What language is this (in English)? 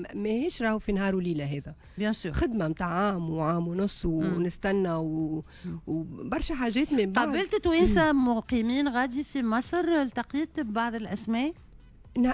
Tunisian Arabic